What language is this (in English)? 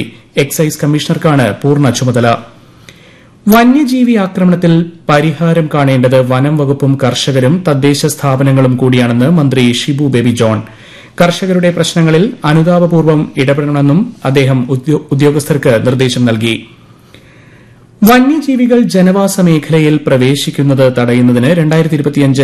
Malayalam